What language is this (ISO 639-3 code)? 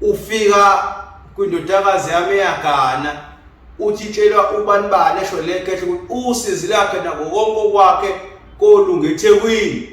zul